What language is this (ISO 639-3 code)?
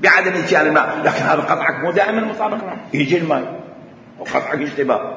acm